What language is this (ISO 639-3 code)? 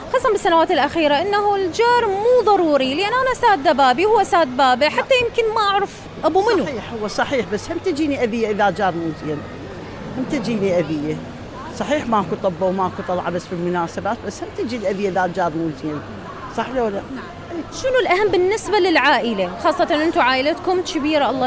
acm